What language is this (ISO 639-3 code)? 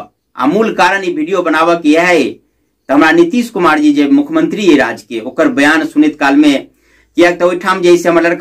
mai